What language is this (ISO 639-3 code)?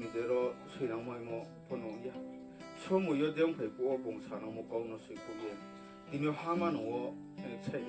ria